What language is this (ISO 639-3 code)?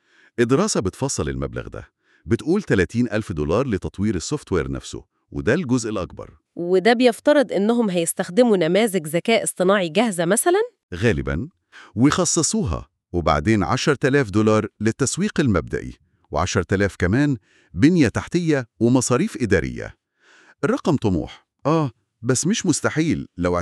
arz